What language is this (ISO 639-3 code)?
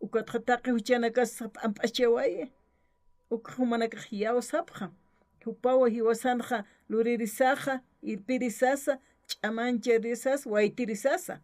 aym